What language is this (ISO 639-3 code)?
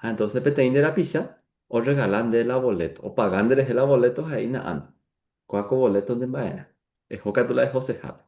grn